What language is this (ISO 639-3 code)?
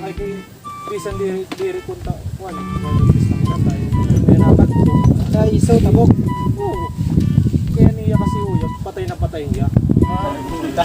war